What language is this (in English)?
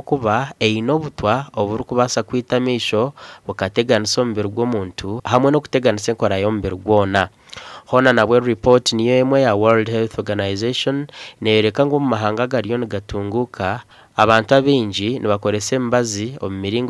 Nyankole